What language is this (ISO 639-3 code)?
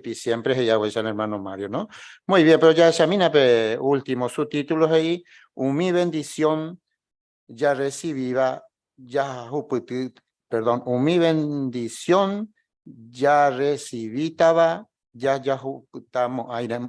grn